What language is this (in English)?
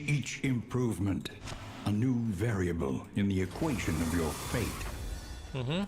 Rusyn